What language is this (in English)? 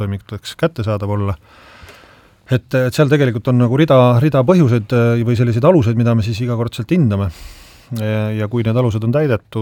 Estonian